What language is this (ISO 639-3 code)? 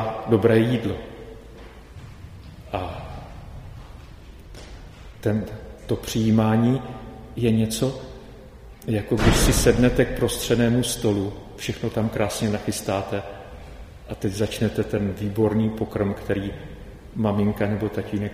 ces